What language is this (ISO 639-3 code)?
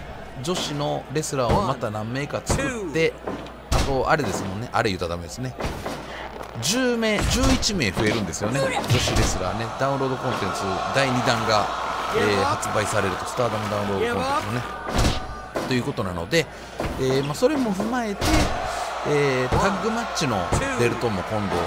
jpn